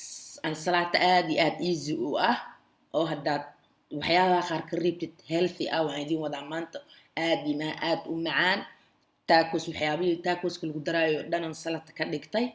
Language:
Somali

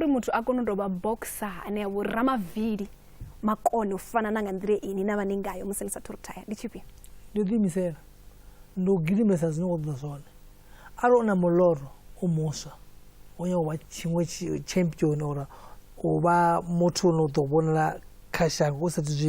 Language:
Venda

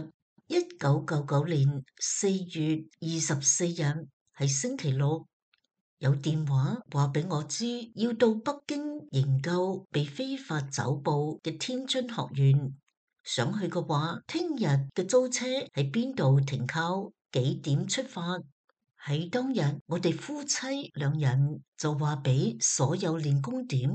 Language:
Cantonese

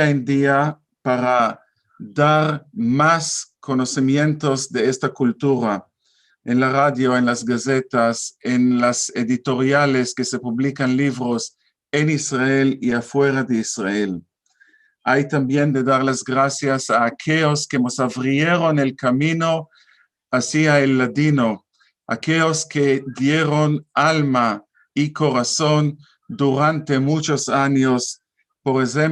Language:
Ladino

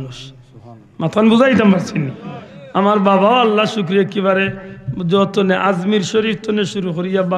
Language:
Sylheti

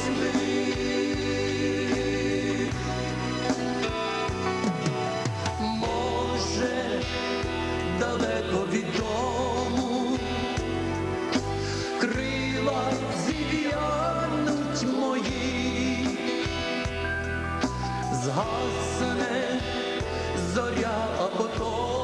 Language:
Ukrainian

